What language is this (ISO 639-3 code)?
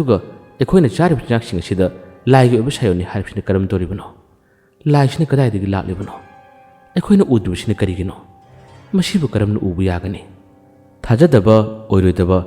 mni